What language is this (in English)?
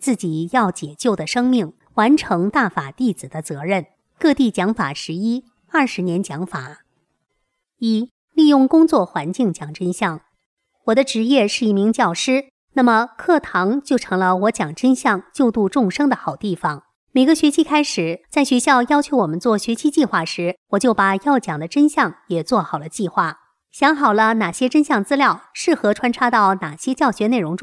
Chinese